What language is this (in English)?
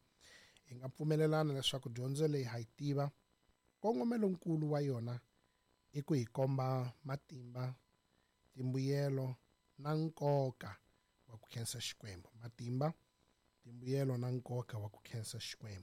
Tsonga